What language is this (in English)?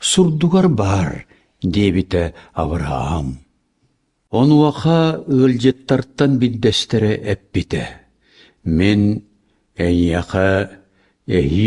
Kazakh